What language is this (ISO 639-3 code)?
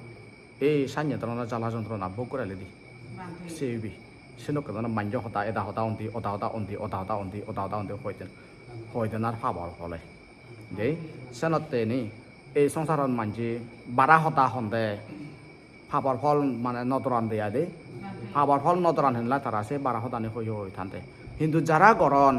ccp